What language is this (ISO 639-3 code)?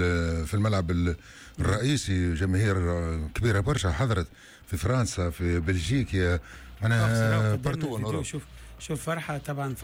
aeb